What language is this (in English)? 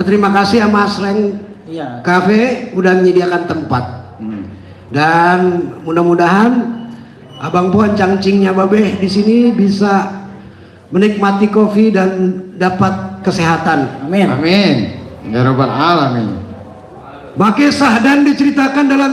Betawi